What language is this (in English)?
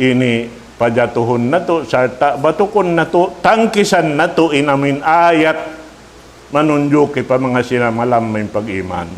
Tausug